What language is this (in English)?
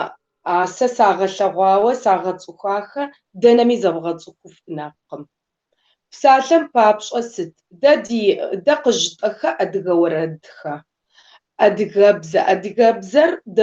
Kabardian